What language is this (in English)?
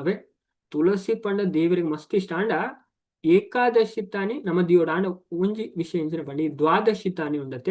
Tulu